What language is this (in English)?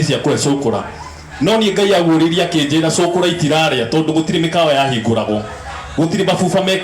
Kikuyu